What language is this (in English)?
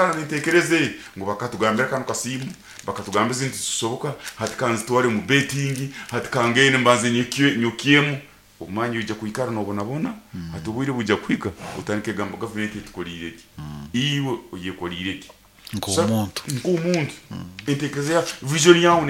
Nyoro